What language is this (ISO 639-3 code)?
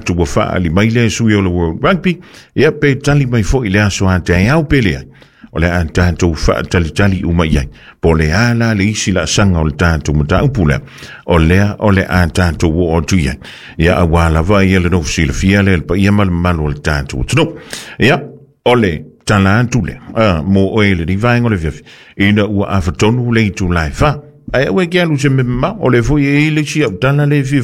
smo